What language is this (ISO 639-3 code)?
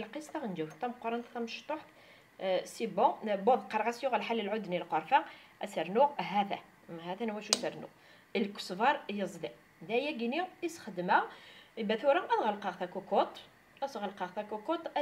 kab